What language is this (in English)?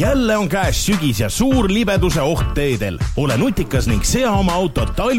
Estonian